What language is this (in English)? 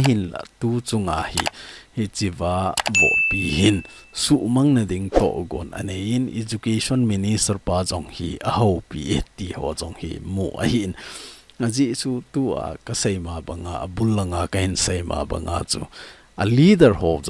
Thado Chin